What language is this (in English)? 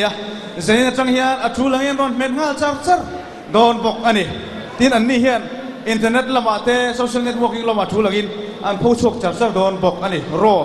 Mizo